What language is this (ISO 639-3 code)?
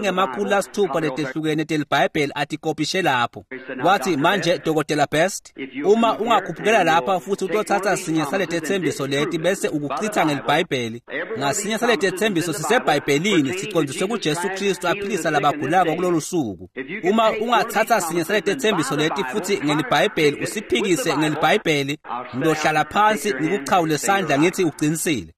ssw